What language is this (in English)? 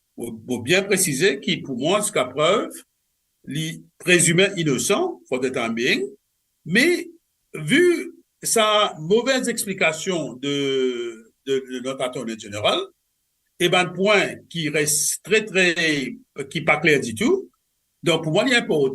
Morisyen